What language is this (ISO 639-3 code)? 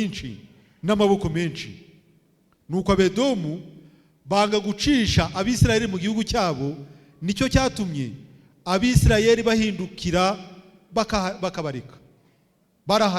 kin